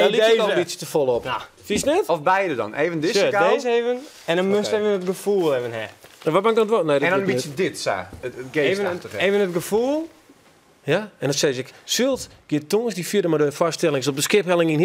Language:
Western Frisian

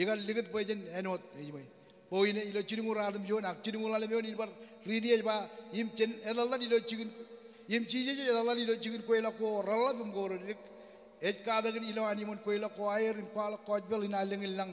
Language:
Marshallese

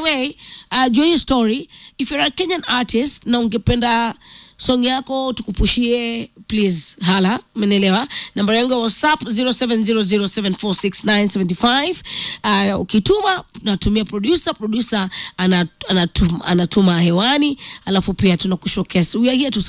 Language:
Swahili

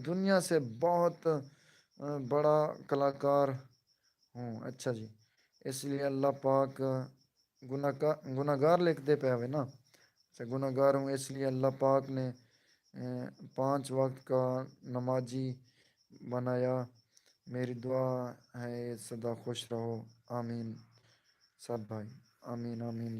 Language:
Saraiki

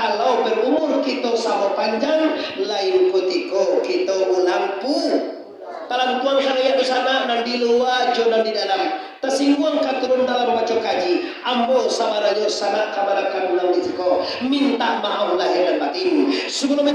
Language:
Minangkabau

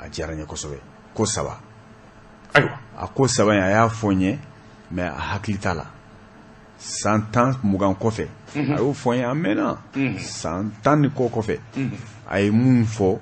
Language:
Bambara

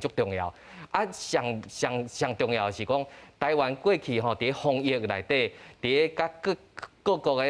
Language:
Min Nan Chinese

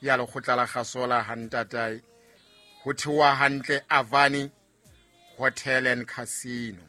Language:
Southern Sotho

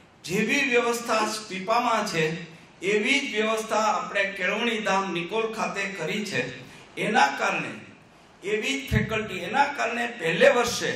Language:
Gujarati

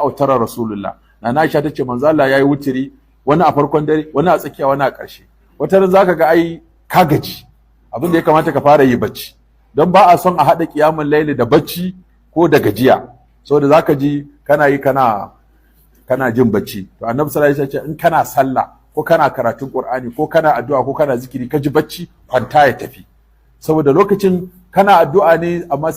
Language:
Hausa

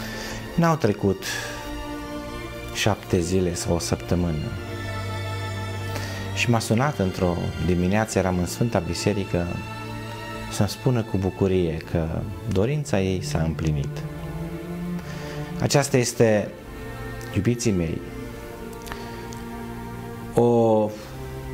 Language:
Romanian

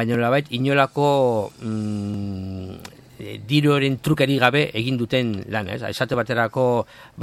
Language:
Basque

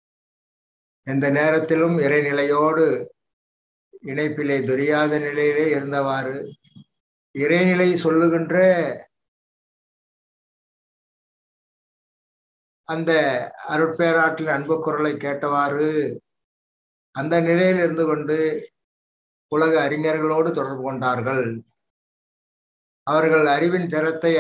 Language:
Tamil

